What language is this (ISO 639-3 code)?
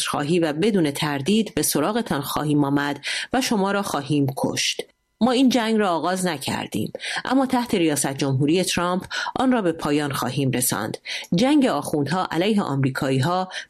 fas